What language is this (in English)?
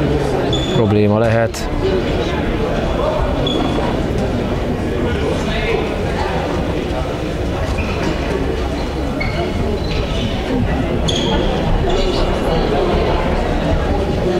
Hungarian